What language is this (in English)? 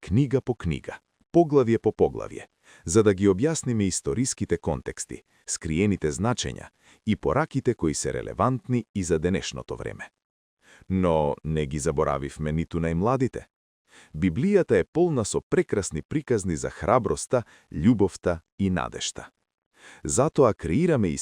Macedonian